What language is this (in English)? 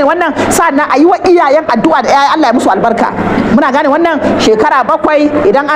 Hausa